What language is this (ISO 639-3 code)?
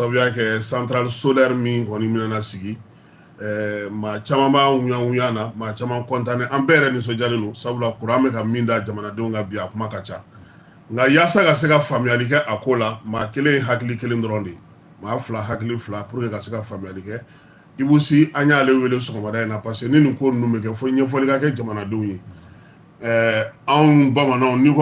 bam